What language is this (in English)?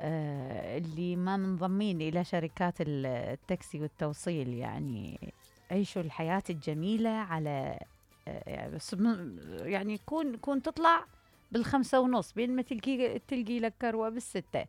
Mesopotamian Arabic